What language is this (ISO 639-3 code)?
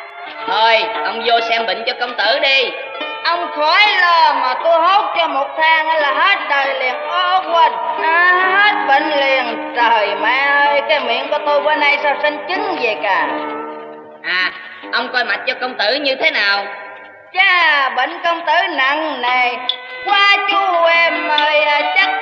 vie